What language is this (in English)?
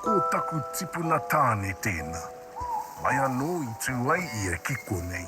Māori